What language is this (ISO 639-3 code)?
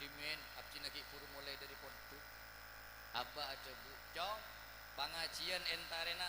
mad